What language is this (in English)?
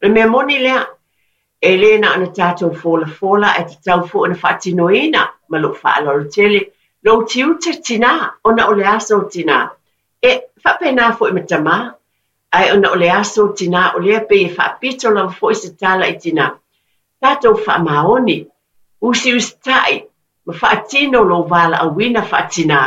Samoan